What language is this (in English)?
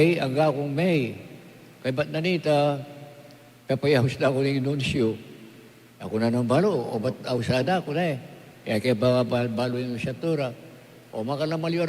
Pampanga